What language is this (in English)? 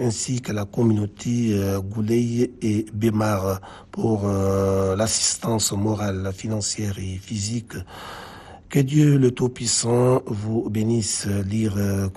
French